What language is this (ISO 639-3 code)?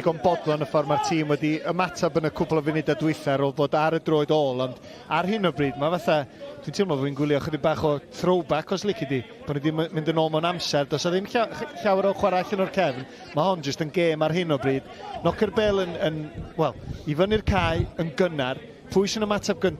cym